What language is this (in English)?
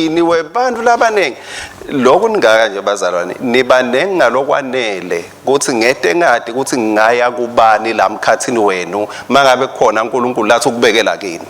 Swati